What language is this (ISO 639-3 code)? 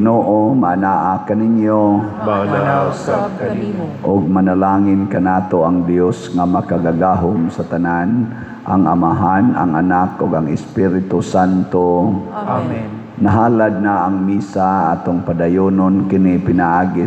ceb